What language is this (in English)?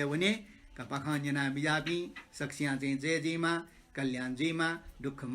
Newari